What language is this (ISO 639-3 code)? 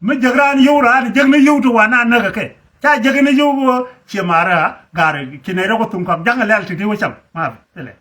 nus